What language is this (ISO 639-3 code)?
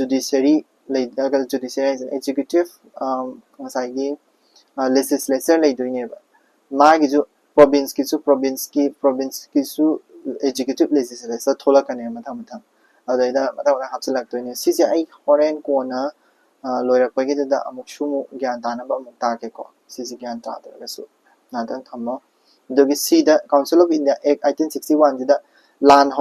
mni